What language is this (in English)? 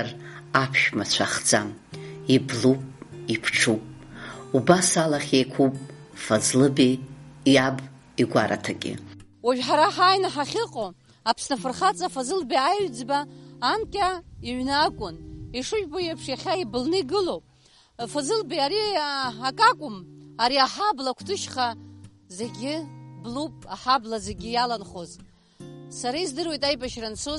Abkhazian